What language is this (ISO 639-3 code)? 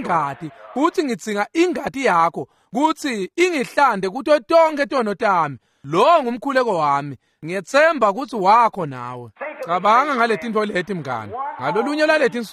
ssw